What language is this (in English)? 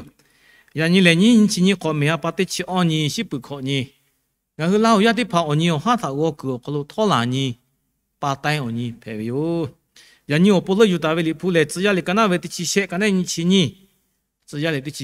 Lahu